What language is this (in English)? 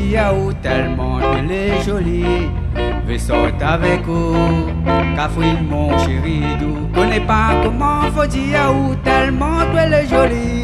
Réunion Creole French